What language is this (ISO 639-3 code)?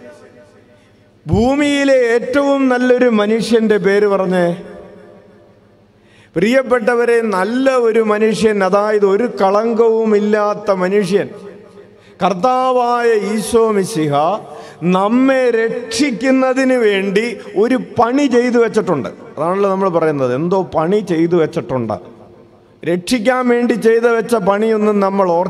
mal